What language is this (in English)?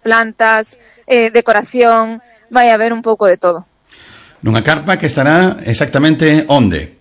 Galician